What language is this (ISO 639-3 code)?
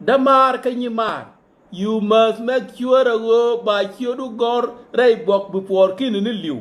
nus